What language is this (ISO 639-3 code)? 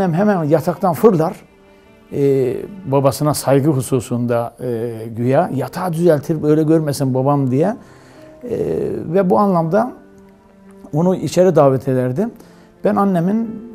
tur